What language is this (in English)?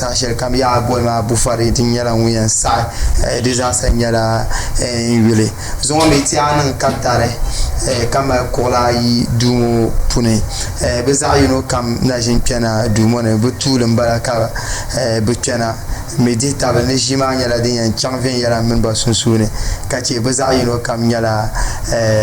Dagbani